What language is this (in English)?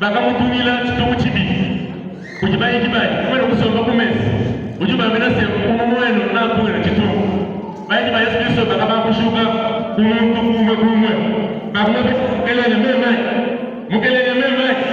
Luba-Lulua